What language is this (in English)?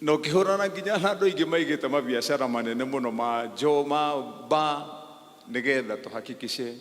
Kikuyu